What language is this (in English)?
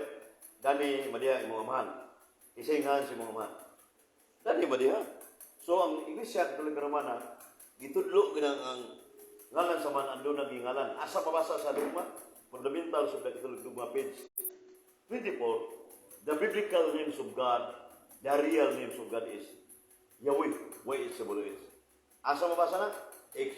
Cebuano